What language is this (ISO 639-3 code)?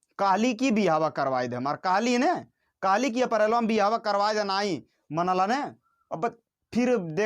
bho